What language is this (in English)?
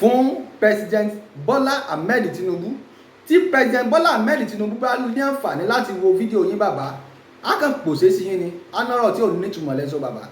Yoruba